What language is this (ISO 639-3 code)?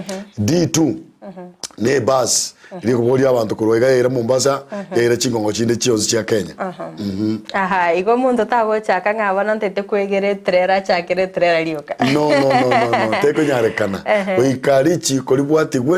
guz